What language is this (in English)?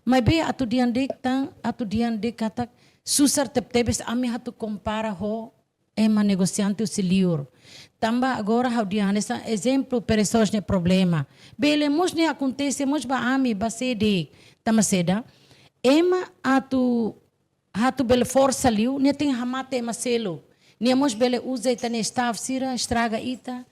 Tetum